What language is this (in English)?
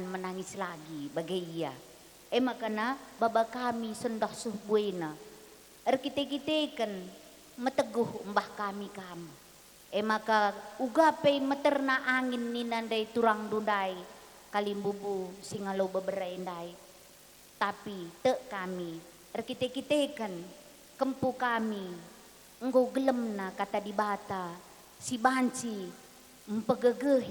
Batak Karo